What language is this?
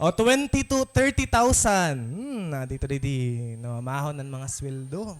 Waray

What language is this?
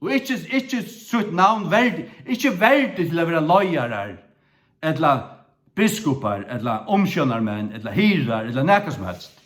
Faroese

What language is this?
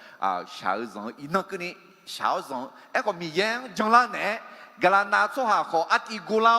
Akha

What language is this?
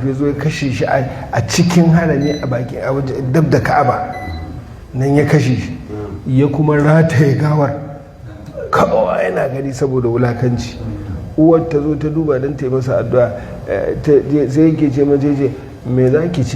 Hausa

